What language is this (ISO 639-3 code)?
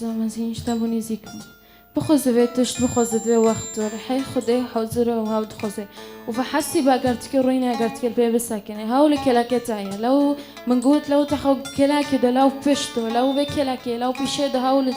kur